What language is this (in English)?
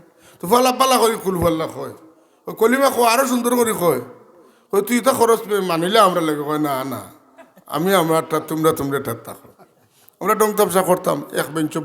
Sylheti